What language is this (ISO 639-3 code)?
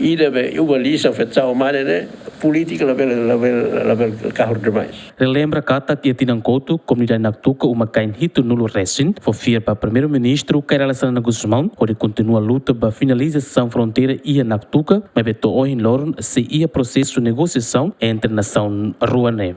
tet